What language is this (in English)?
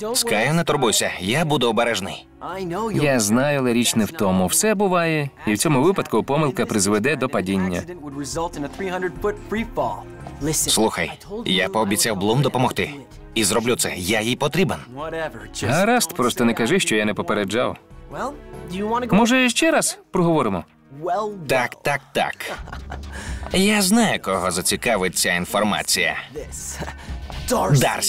Ukrainian